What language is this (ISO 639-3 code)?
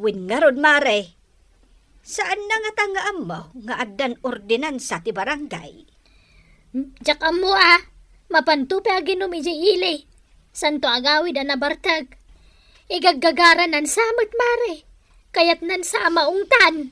ilo